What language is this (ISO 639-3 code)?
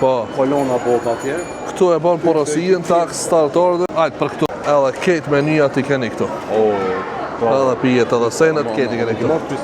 sqi